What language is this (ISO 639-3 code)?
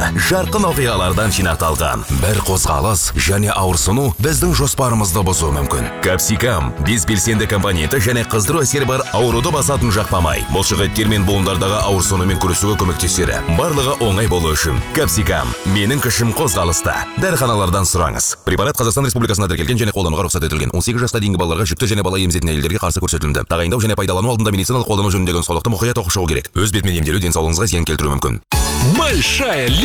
kaz